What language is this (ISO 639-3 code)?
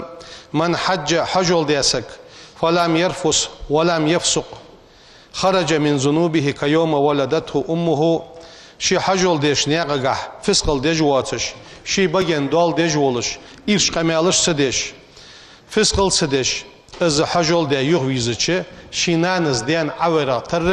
inh